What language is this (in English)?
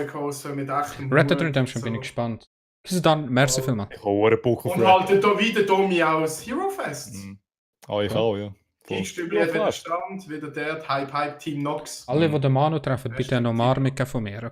Swiss German